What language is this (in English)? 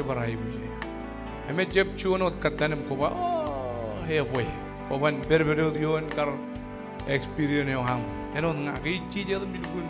Marshallese